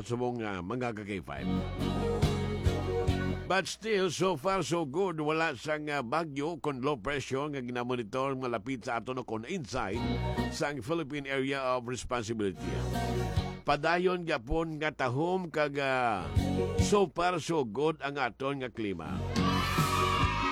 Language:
Hiligaynon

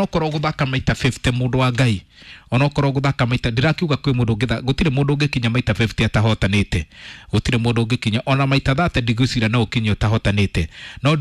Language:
Kikuyu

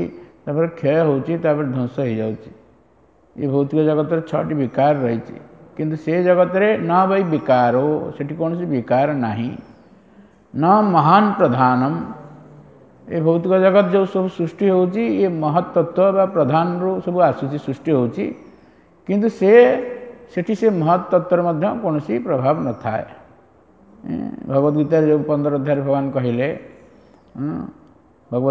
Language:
Odia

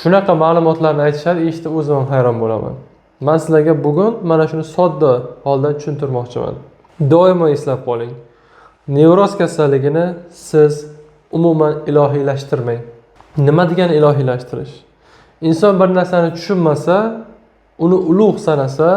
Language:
Uzbek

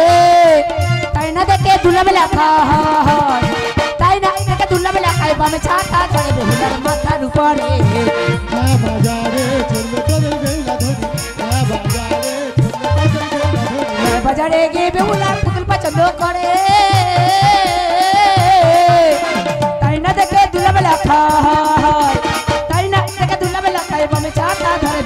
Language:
Bangla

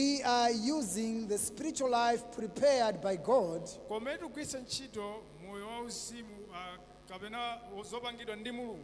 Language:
Nyanja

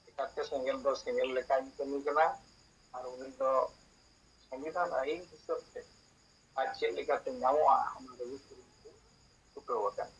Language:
Santali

